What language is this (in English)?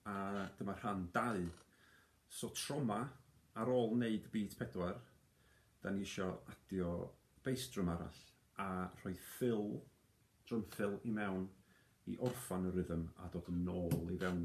Welsh